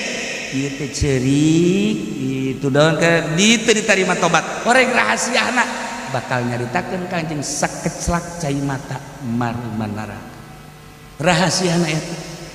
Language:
Sundanese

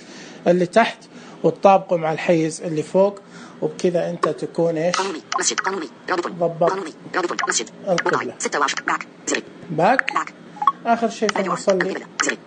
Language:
Najdi Arabic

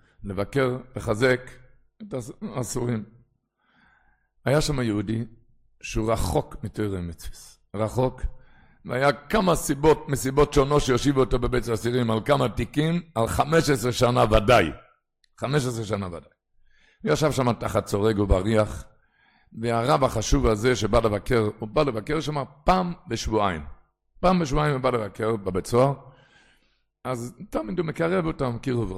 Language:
Hebrew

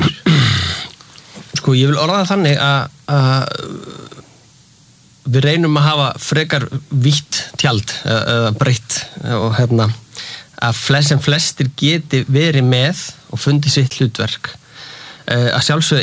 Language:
Icelandic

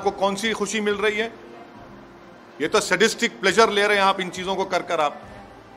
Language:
Hindi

